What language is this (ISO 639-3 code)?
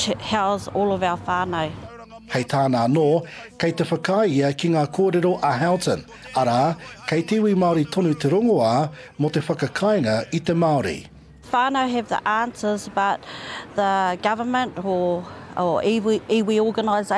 mri